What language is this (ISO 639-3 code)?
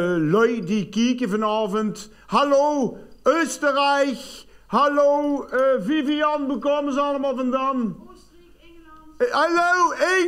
lim